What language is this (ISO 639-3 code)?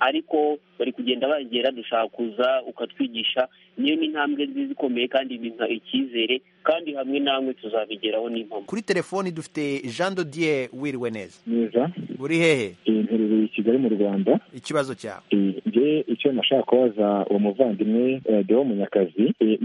kin